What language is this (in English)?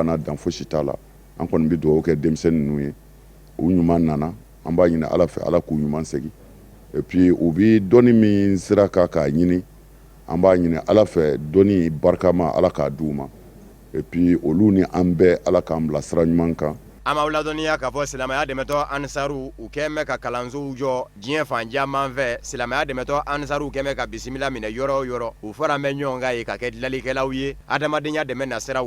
Bambara